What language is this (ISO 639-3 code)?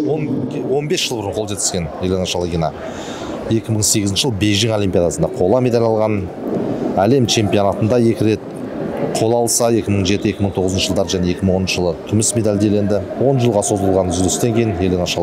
kaz